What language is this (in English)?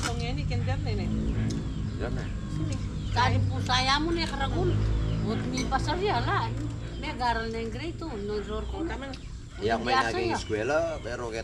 Pampanga